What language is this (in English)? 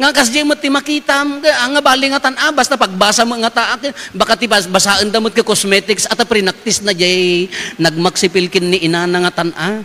Iloko